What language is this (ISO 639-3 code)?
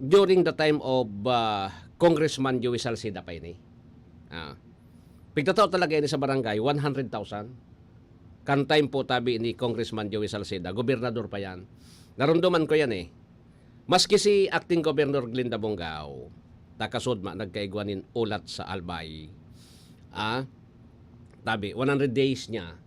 bik